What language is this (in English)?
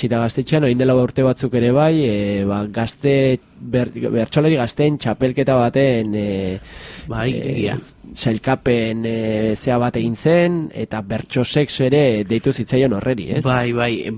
Basque